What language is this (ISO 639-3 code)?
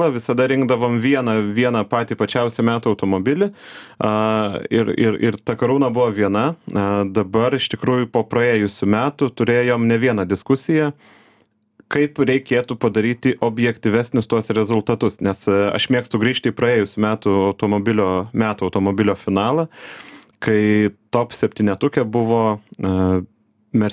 lit